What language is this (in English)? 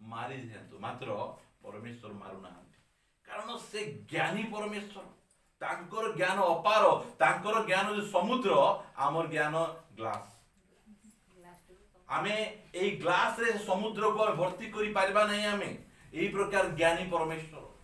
Odia